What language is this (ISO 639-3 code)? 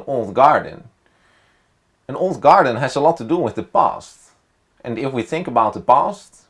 eng